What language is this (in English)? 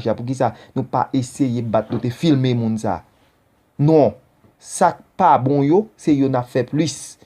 Haitian Creole